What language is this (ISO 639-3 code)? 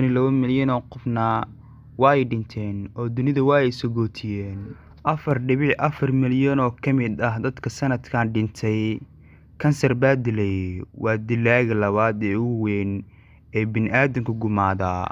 som